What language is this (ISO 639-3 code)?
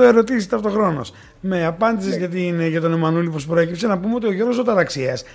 ell